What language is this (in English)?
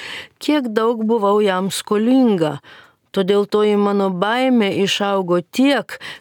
Lithuanian